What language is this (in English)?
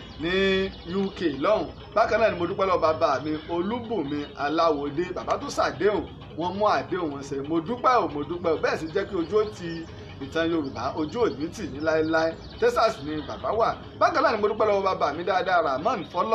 Yoruba